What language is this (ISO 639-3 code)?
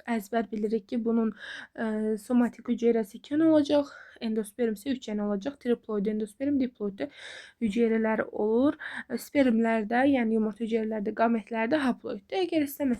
aze